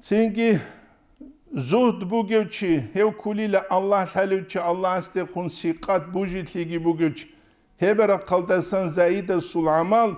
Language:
Avaric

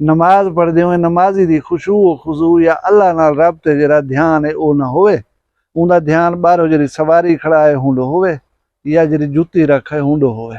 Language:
Saraiki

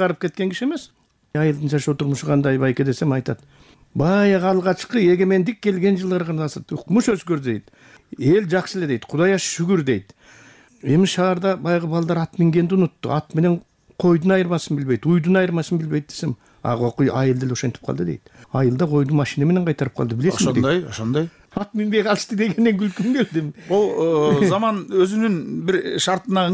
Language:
Kyrgyz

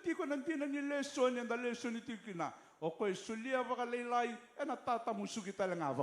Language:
Fijian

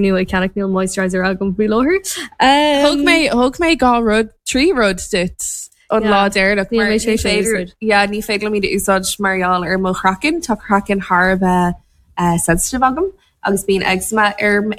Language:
Irish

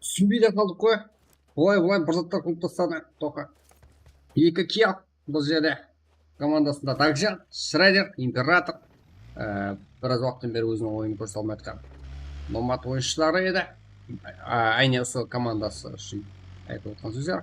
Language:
Kara-Kalpak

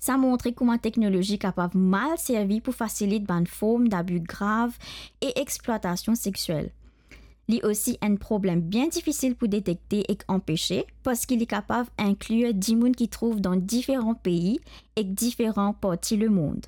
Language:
Morisyen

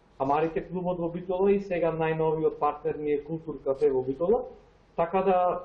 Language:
Macedonian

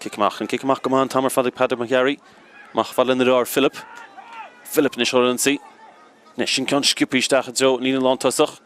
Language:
Irish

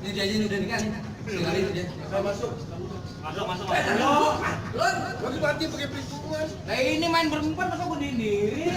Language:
Betawi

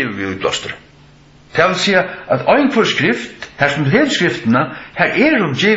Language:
Faroese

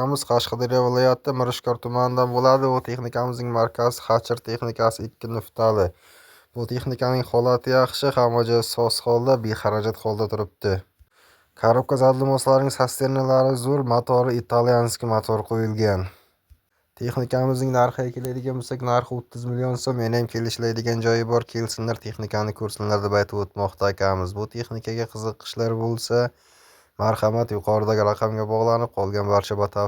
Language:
Uzbek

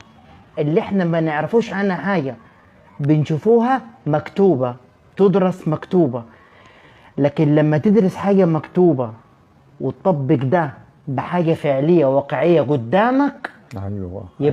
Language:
Egyptian Arabic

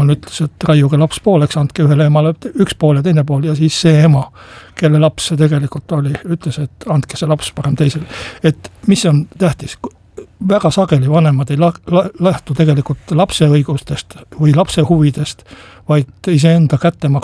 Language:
Estonian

